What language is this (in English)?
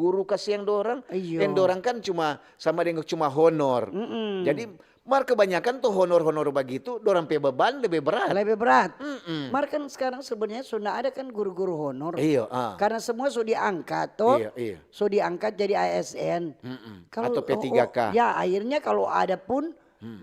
Manado Malay